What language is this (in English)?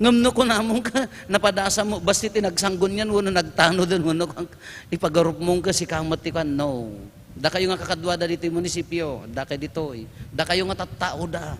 Iloko